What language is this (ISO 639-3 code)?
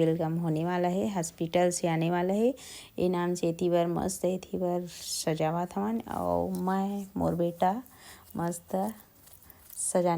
hne